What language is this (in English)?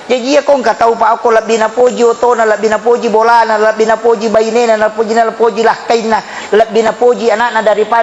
Buginese